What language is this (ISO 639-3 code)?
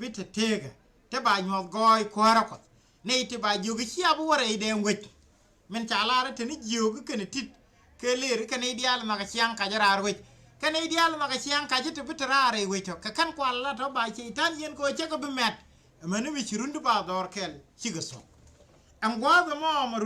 nus